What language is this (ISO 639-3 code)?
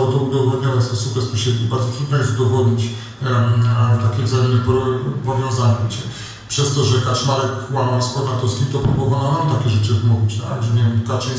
pol